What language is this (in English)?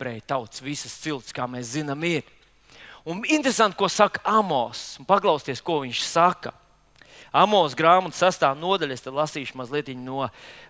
Latvian